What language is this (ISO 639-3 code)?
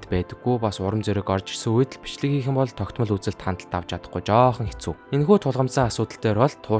mon